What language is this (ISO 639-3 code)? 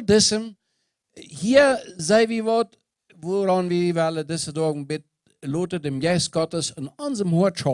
pdt